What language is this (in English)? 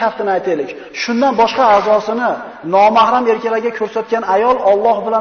Uzbek